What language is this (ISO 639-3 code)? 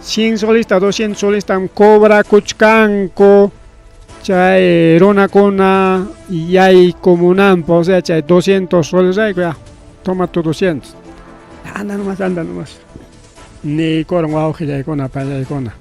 quy